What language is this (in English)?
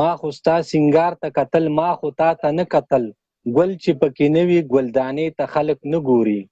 Pashto